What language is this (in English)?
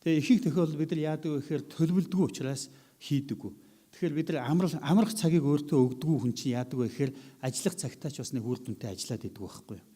Mongolian